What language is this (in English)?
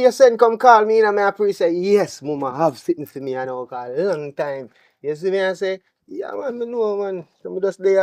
Jamaican Creole English